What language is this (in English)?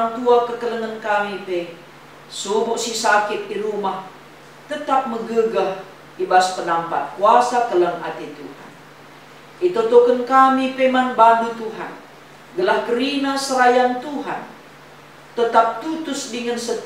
Batak Karo